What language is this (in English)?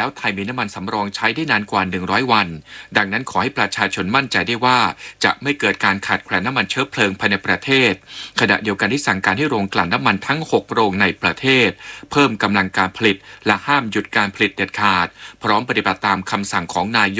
Thai